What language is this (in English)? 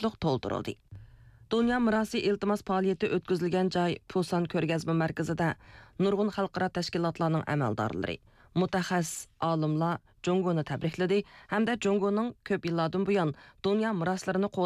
Uyghur